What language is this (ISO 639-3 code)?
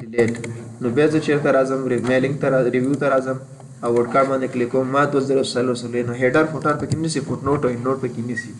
pus